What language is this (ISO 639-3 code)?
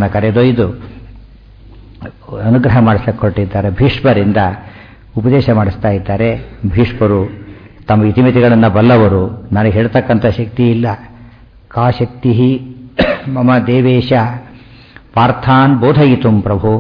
kan